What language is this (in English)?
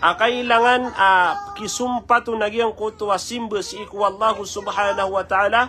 Maranao